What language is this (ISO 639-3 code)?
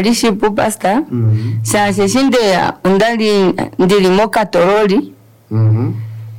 kua